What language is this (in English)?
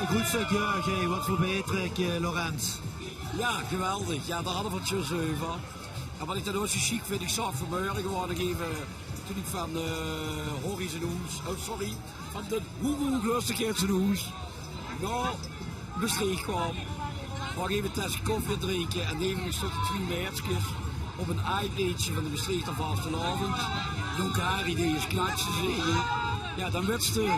Limburgish